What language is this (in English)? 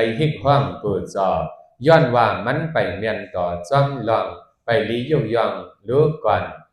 Shan